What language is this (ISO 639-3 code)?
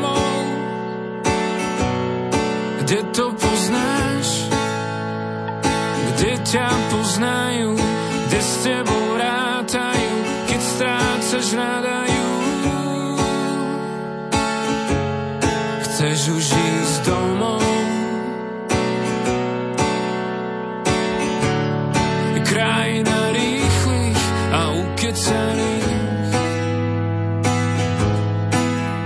slk